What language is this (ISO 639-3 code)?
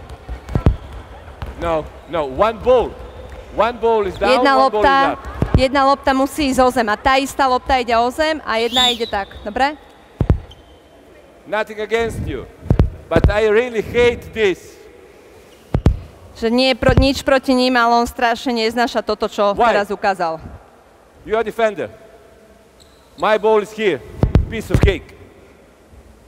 slk